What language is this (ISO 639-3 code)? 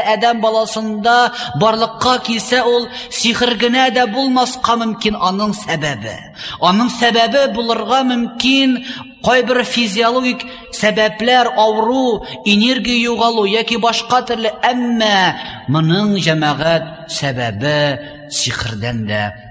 tat